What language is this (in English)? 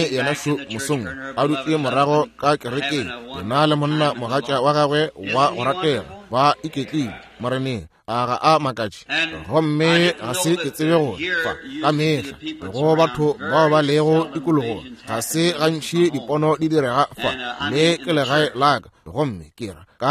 Northern Sotho